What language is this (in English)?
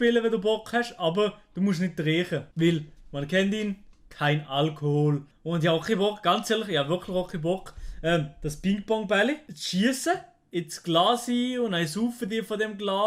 Swiss German